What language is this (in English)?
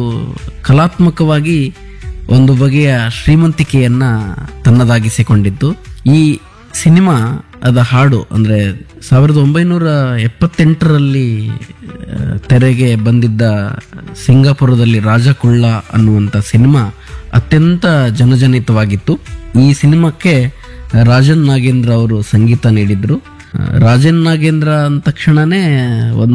Kannada